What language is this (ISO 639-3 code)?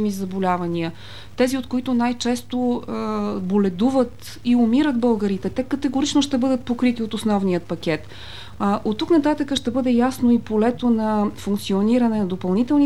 bul